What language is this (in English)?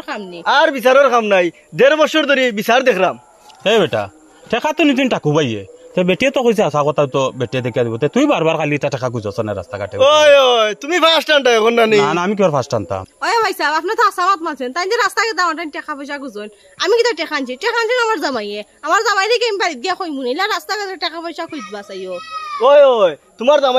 Sylheti